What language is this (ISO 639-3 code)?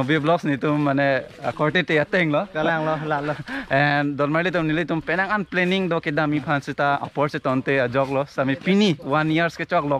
mjw